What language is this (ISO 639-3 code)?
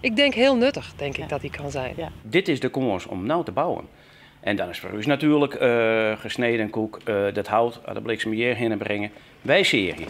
fry